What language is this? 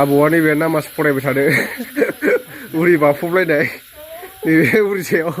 Bodo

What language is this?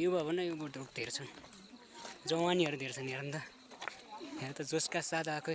Nepali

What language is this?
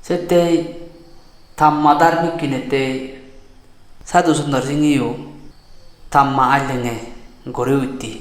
Chakma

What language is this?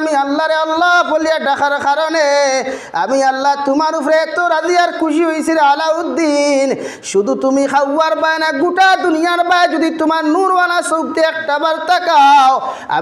Sylheti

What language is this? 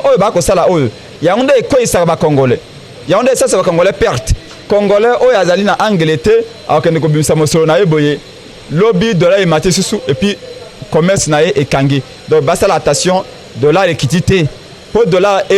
Lingala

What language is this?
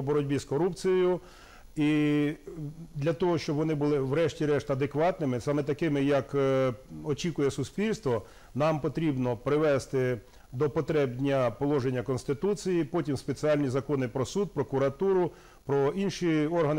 Ukrainian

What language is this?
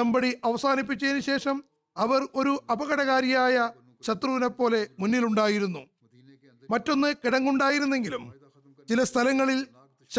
Malayalam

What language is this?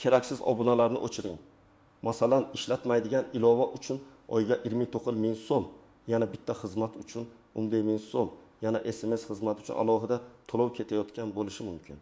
Uzbek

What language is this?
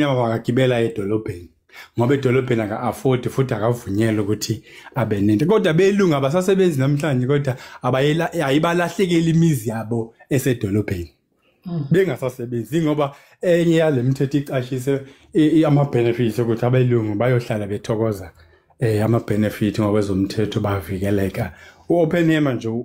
Zulu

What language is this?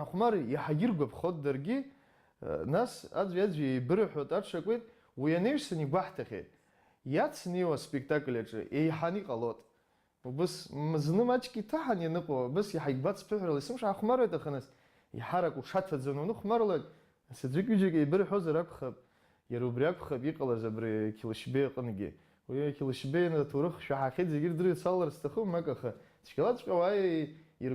Abkhazian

